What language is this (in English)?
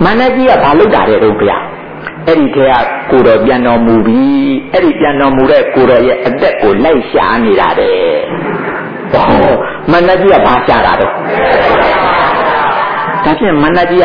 Burmese